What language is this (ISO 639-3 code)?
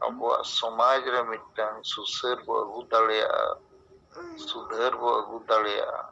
sat